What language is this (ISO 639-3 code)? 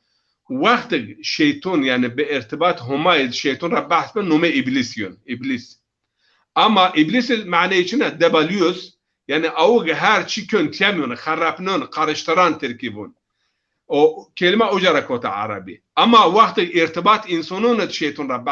zza